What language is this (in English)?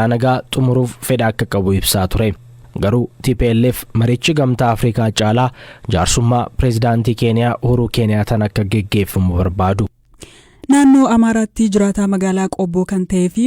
Oromo